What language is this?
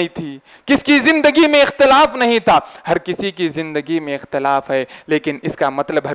Urdu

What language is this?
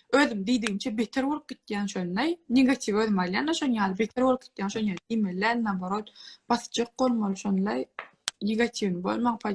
Turkmen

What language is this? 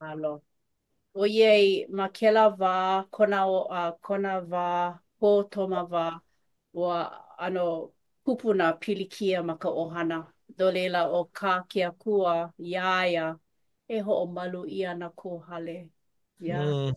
Hawaiian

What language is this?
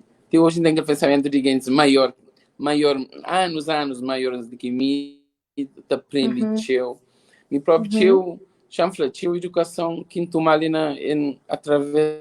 Kabuverdianu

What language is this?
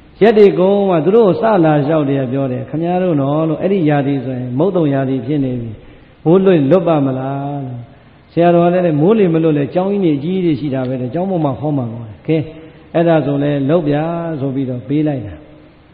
Burmese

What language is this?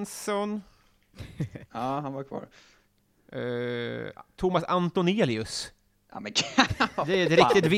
Swedish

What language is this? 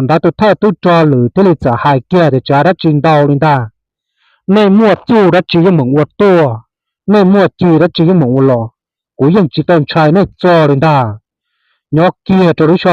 Hmong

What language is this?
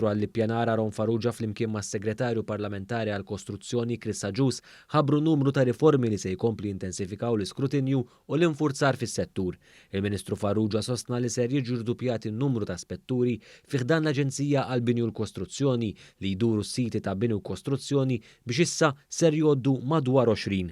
Maltese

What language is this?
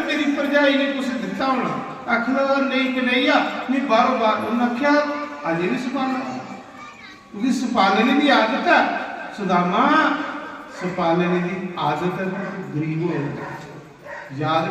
Dogri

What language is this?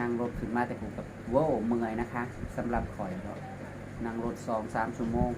Northeastern Thai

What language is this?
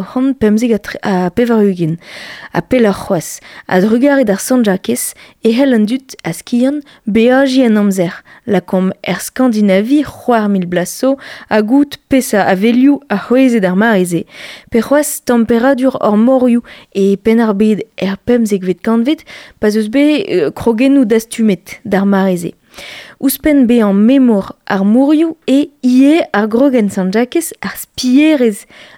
Breton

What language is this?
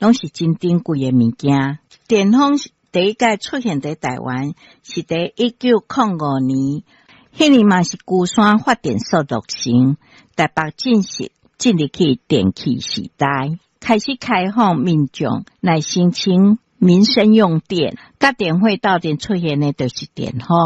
Min Nan Chinese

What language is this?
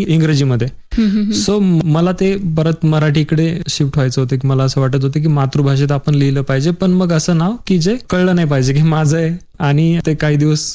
Marathi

